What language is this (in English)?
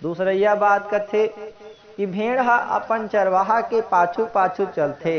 Chhattisgarhi